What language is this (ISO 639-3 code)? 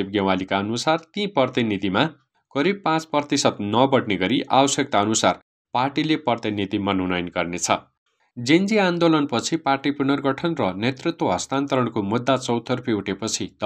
nep